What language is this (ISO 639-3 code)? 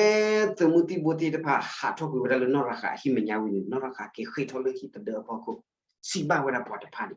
ksw